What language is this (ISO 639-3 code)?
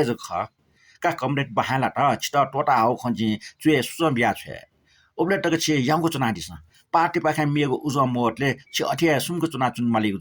new